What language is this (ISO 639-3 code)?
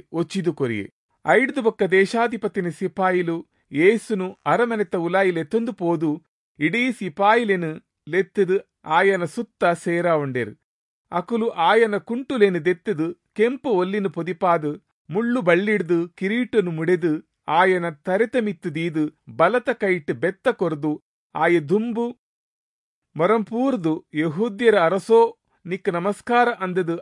tcy